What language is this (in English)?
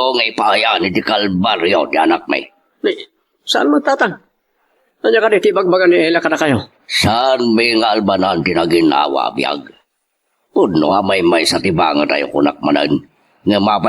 Iloko